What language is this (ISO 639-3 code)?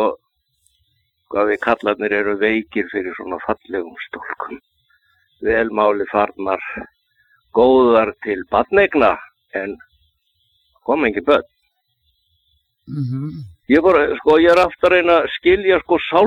isl